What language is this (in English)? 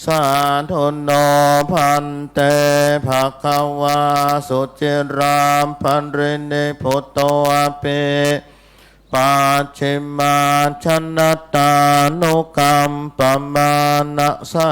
Pali